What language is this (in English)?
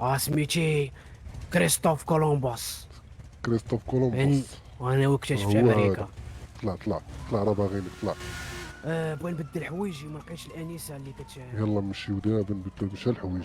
Moroccan Arabic